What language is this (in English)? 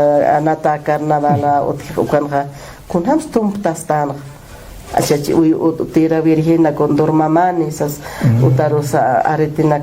Aymara